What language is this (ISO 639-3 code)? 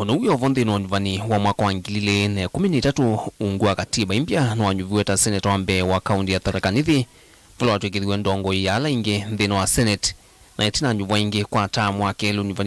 kam